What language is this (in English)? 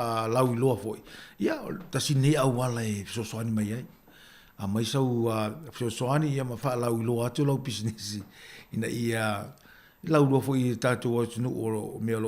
Samoan